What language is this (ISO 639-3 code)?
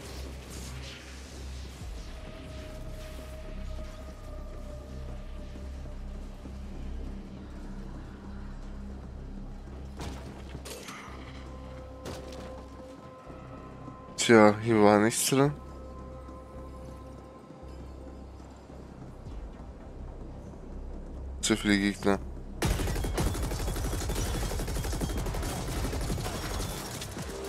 deu